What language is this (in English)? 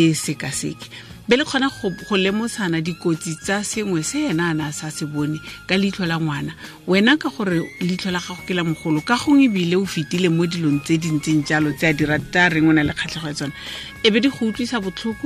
Tswana